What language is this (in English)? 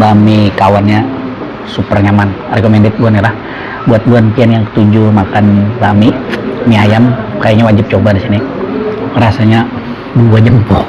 Banjar